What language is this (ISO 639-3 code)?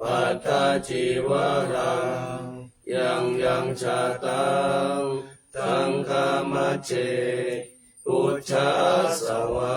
pli